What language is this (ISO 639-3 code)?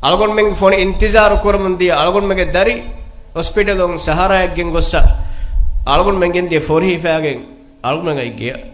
div